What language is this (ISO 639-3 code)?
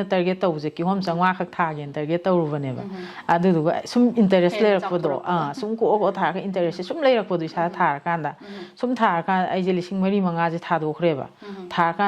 mni